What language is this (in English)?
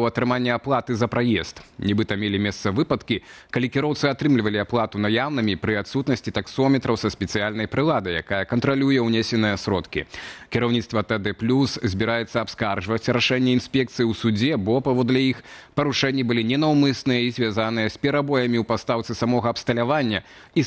Belarusian